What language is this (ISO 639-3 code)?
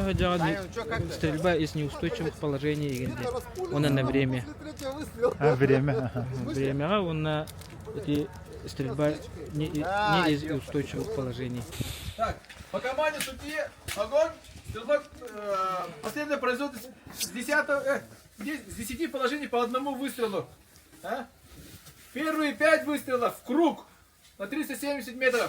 sah